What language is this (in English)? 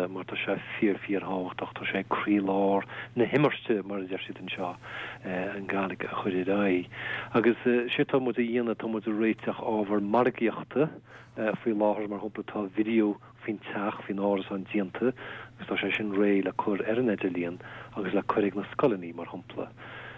Irish